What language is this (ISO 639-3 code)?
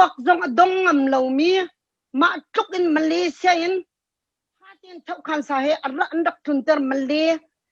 cnh